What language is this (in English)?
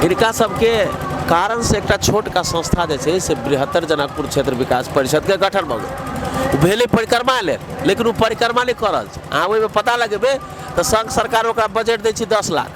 Maithili